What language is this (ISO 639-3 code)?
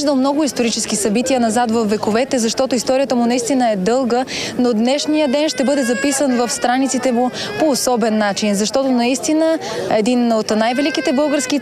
bul